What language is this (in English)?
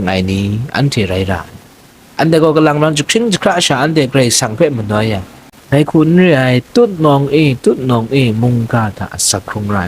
Kachin